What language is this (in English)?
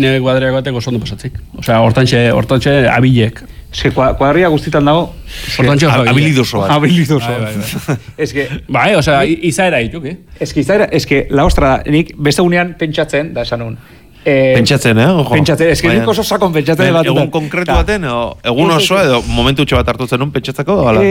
Basque